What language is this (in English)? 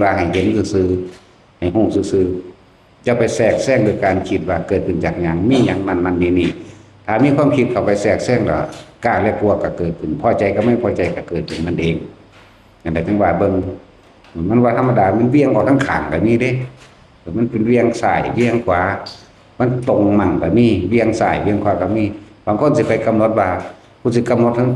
Northeastern Thai